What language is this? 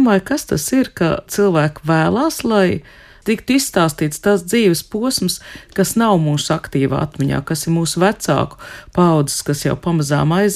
Latvian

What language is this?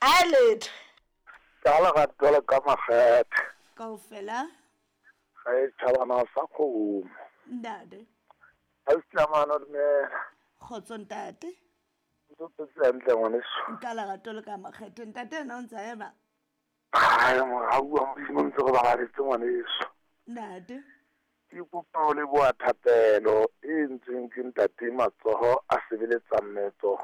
Southern Sotho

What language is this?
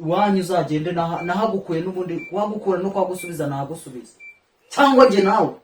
Kinyarwanda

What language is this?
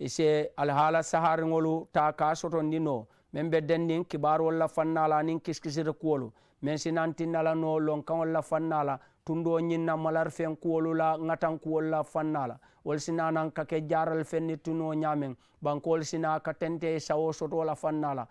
Mandingo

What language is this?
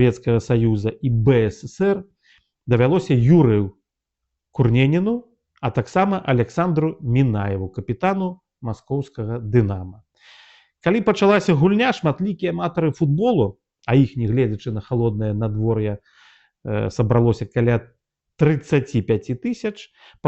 Belarusian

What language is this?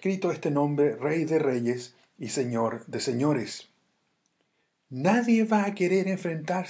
Spanish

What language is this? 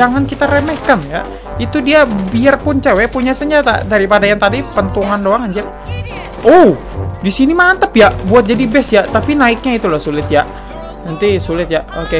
Indonesian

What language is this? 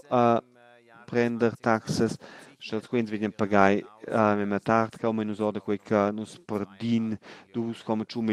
Romansh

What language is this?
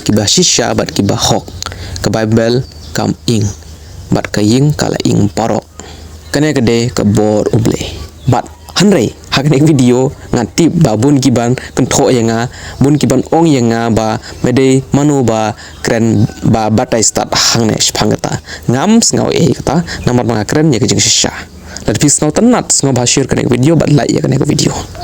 Khasi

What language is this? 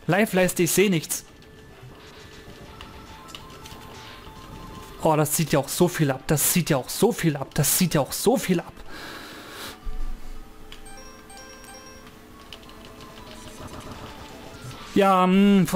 German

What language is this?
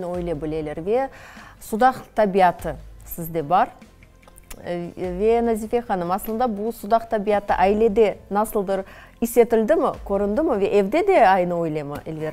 Crimean Tatar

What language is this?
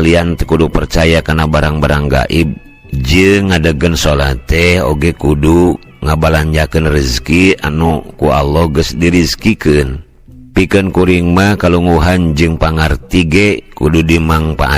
Sundanese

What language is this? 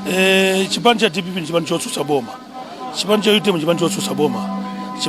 Nyanja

